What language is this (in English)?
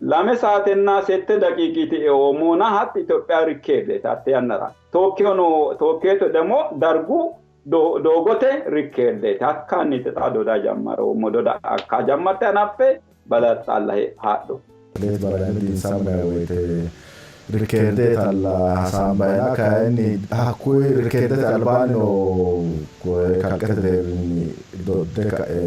Sidamo